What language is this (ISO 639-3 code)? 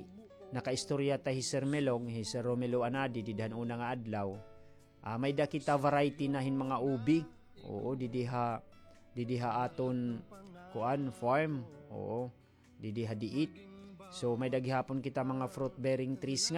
war